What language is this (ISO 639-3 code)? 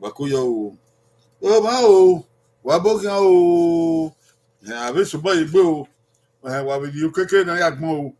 bin